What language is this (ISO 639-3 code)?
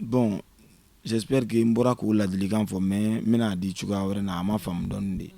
bam